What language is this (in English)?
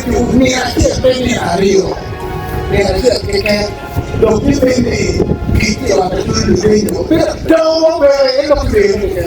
Acoli